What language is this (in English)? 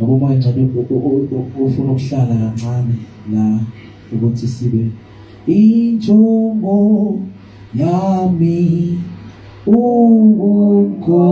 Zulu